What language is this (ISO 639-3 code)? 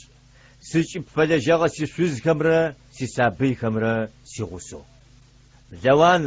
ady